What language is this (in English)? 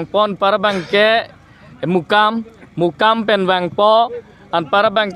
Karbi